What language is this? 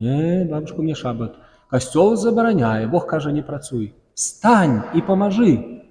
Belarusian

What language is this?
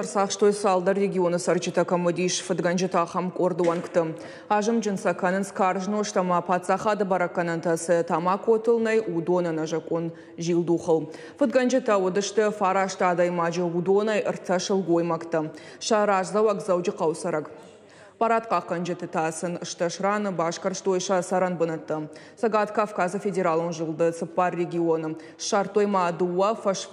Ossetic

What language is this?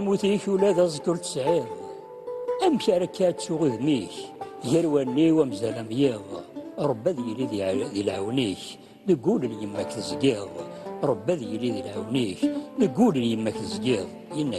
Kabyle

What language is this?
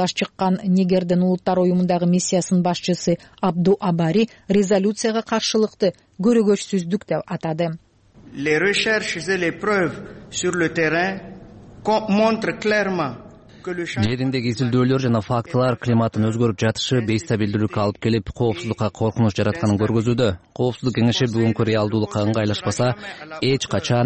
Kyrgyz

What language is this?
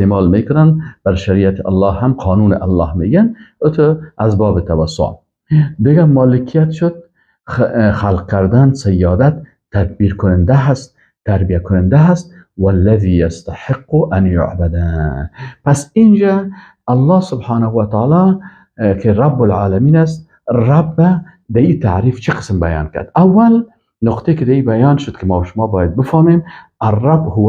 Persian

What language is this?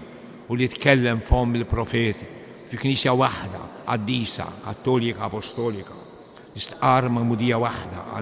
Maltese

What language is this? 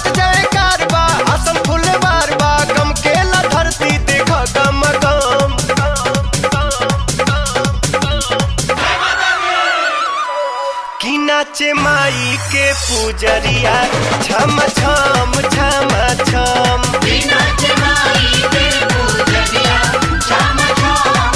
Bhojpuri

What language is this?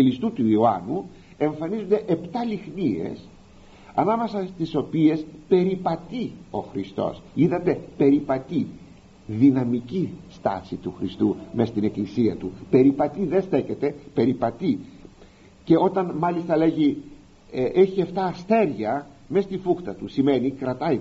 Greek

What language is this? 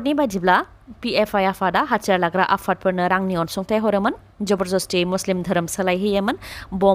Bodo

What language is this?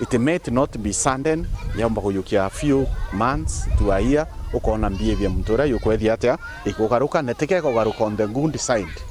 Meru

